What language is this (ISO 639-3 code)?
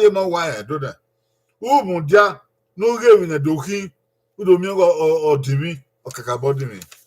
bin